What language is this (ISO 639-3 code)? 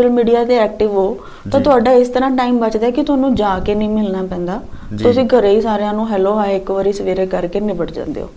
pan